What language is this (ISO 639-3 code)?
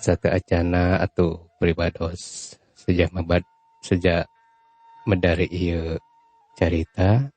sun